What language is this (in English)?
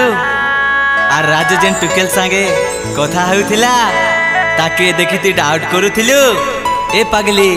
Sambalpuri